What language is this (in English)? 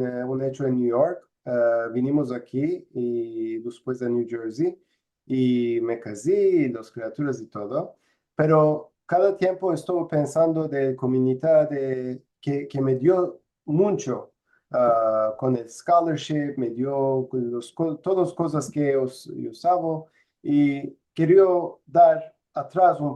Ladino